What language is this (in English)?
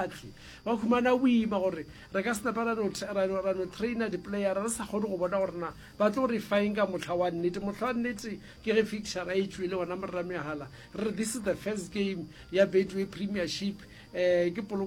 Northern Sotho